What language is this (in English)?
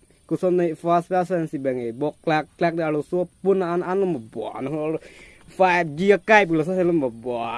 Karbi